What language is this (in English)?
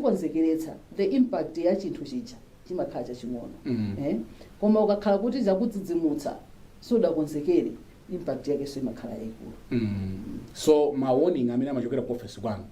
Nyanja